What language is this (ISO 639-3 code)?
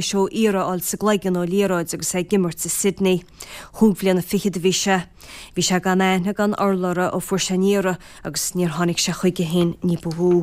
gle